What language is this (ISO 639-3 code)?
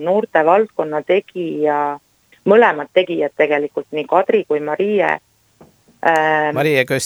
est